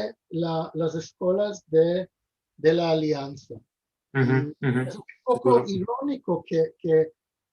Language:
Ladino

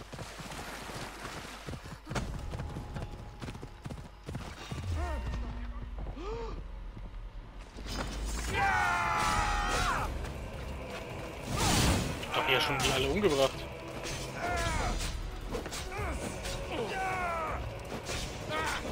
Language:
German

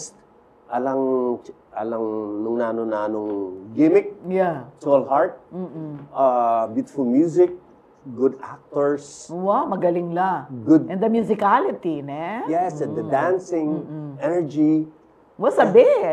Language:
Pampanga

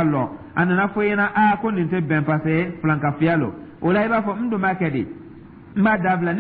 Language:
Dyula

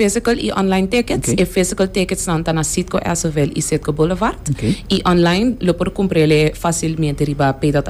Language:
Papiamento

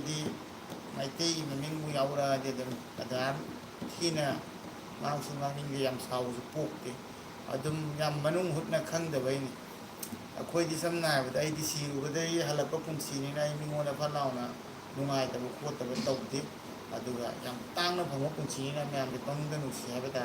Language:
Manipuri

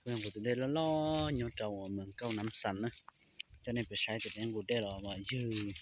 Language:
Hmong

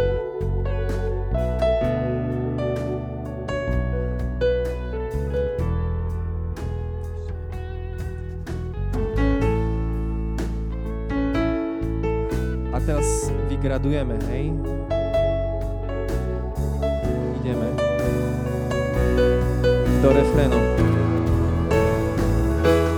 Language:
Slovak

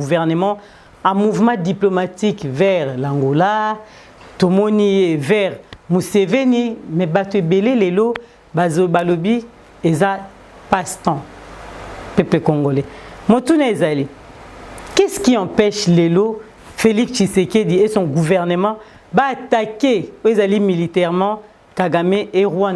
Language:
Lingala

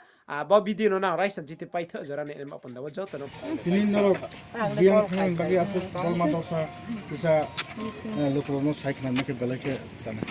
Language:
Riang (India)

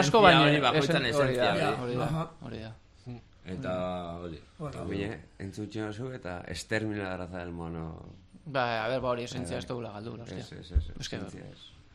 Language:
Basque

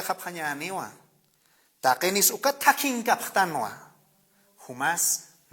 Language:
Aymara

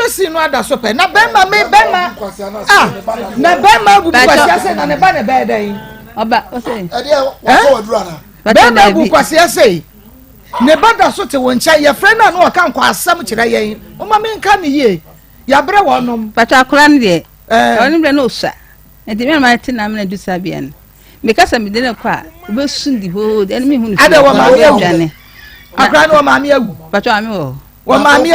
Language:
Akan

